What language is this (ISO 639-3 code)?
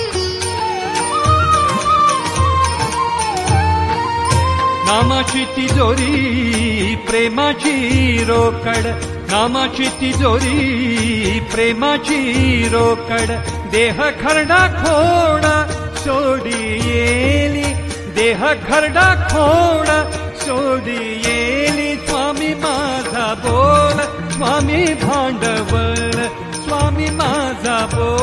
mar